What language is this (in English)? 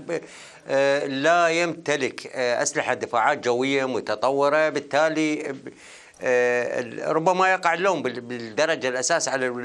Arabic